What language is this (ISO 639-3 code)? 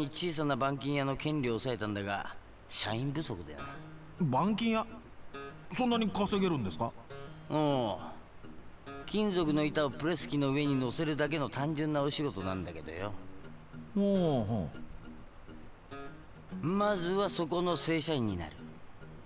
jpn